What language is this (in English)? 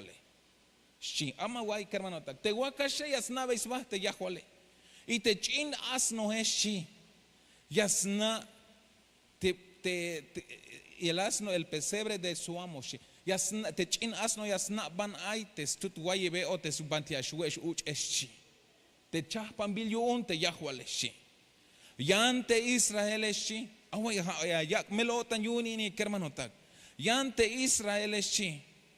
Tzeltal